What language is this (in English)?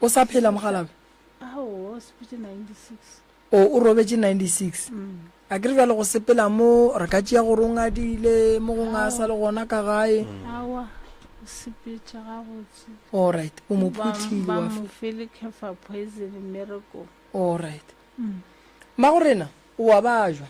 Northern Sotho